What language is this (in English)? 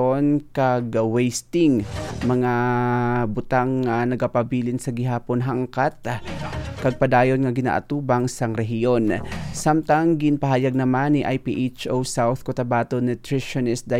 Hiligaynon